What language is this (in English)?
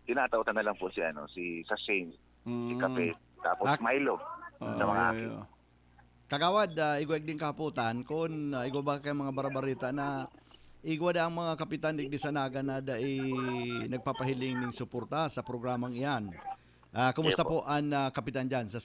Bikol